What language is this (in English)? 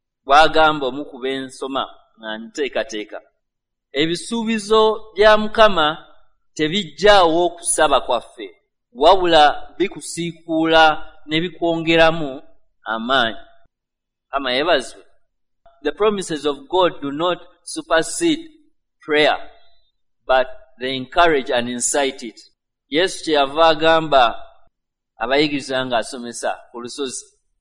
Ganda